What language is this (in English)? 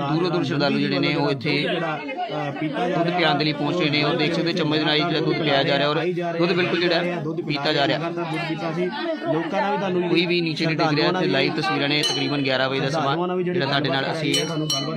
Punjabi